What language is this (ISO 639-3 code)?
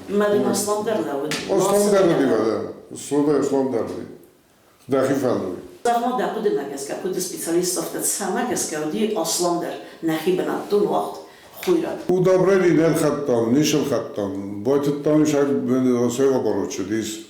oss